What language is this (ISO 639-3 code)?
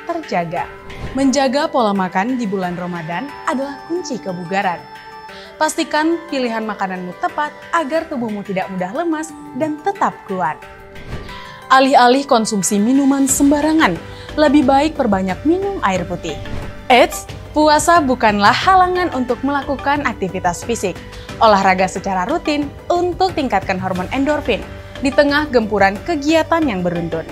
ind